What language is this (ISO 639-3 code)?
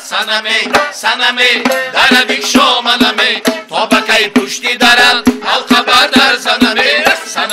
tgk